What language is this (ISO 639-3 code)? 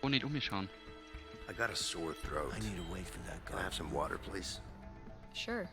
bar